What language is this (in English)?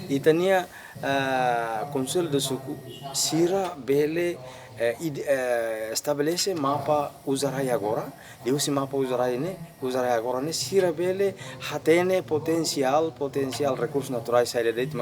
Tetum